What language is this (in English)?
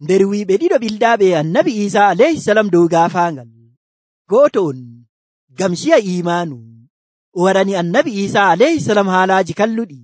Nigerian Fulfulde